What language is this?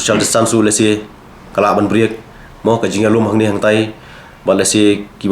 Khasi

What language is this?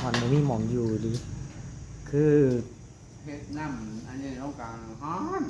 Northeastern Thai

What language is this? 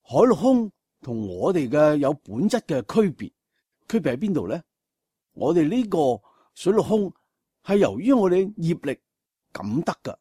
Cantonese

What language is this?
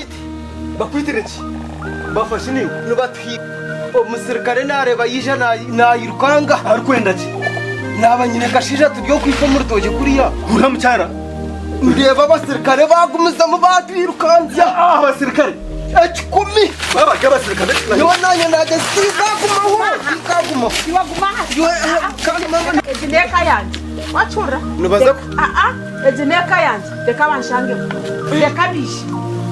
Nyankole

